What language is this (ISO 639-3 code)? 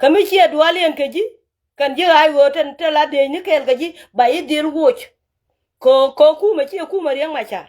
nus